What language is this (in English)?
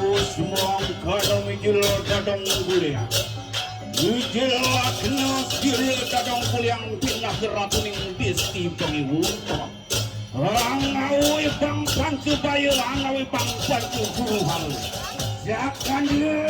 Balinese